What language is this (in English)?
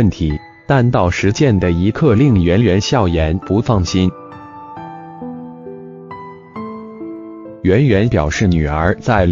Chinese